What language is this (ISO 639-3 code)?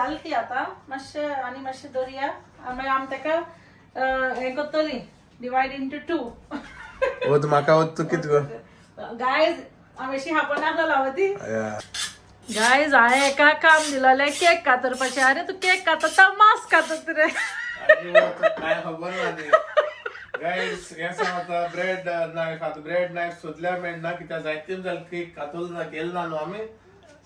kok